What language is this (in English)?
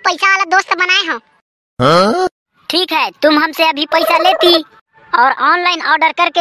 Chhattisgarhi